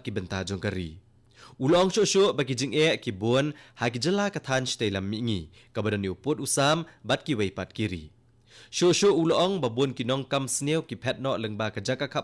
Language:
Khasi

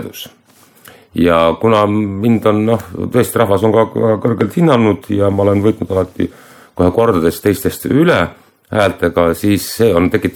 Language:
Estonian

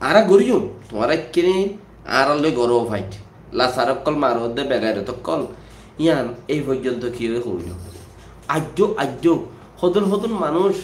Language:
Rohingya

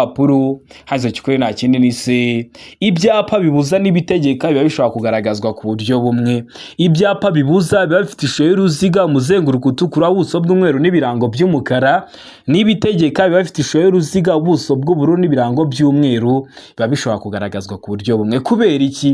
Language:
Kinyarwanda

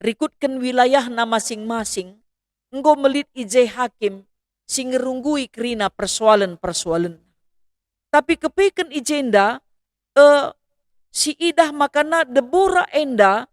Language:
Batak Karo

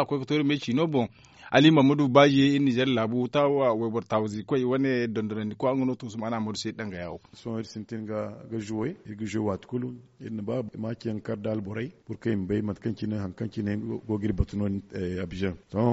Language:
Zarma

